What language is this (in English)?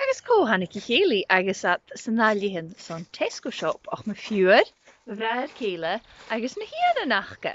Scottish Gaelic